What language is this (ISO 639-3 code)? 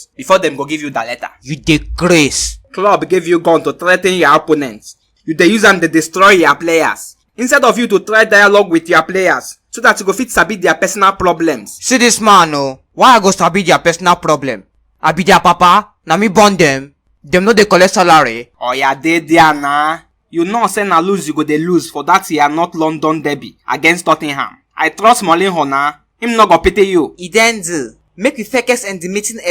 pcm